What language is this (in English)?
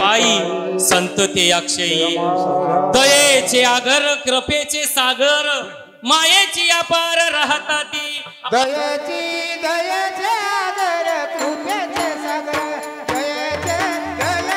Marathi